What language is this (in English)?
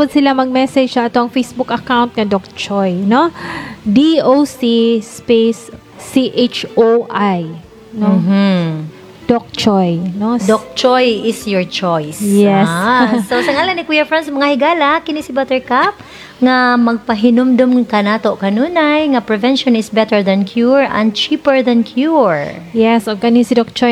Cebuano